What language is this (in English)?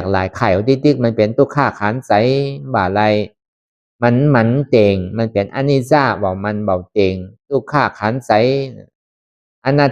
Shan